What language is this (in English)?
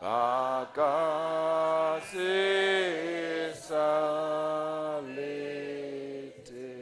Southern Sotho